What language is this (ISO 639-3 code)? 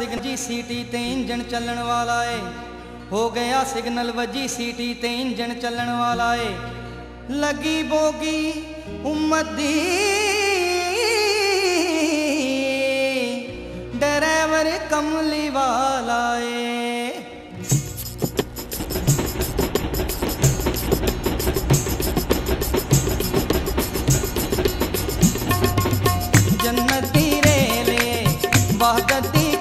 pan